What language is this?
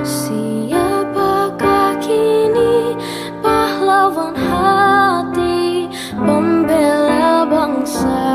Betawi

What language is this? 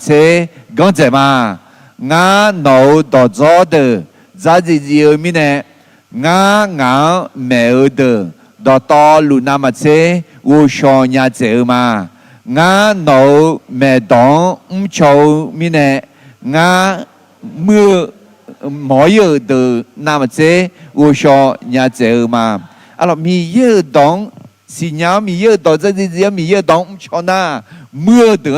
Akha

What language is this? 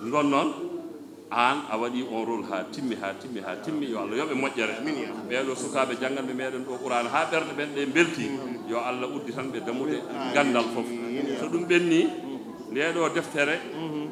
Fula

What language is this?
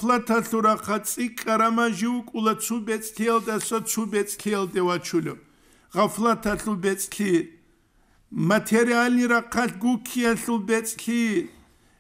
Avaric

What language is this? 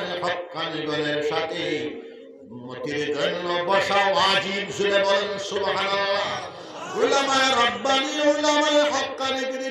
Sylheti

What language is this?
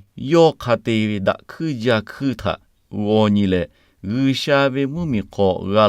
Lahu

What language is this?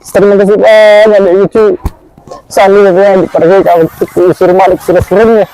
Buginese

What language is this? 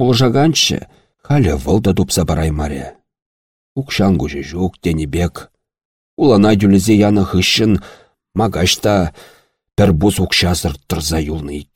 Chuvash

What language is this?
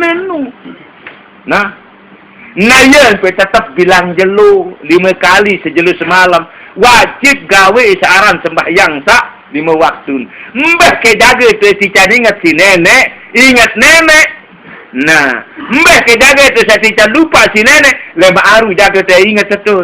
Sasak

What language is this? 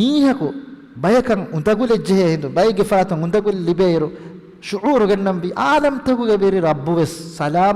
Divehi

